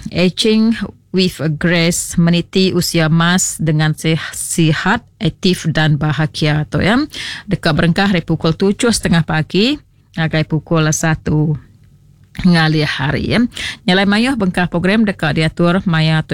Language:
Iban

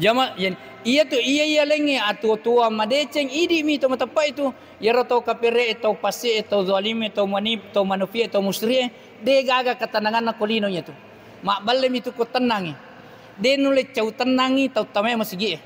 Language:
Buginese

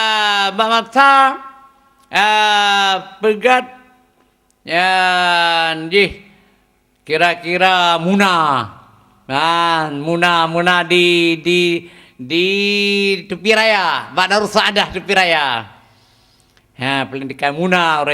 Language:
Achinese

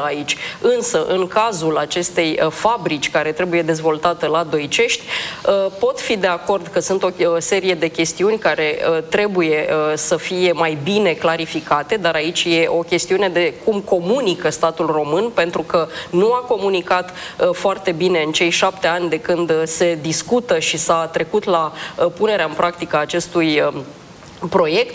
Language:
Romanian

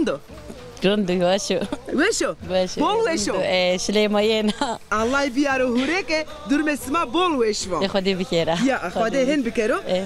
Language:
Zaza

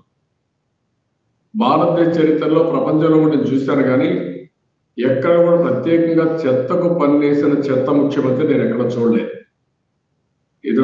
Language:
Telugu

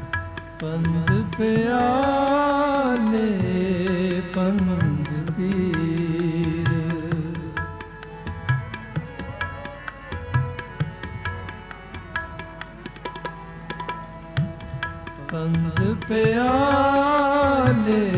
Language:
Punjabi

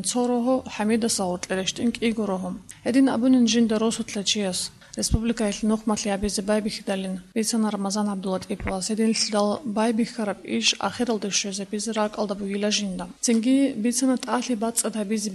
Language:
Avaric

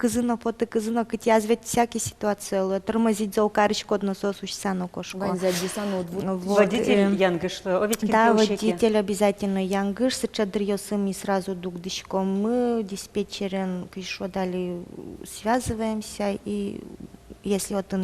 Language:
Udmurt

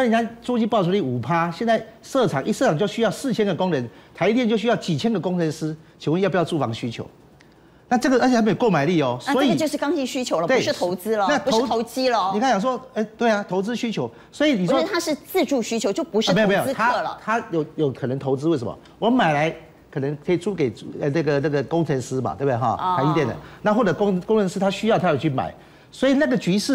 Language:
Chinese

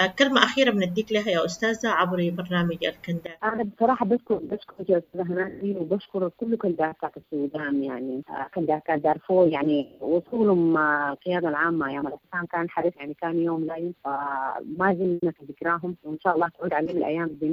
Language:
Sudanese Arabic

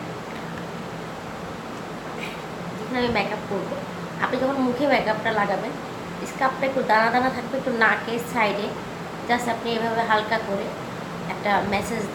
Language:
Bangla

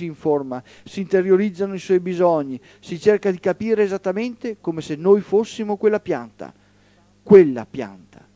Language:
Italian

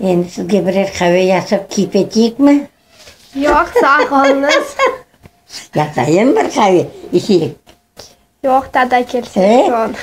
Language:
Crimean Tatar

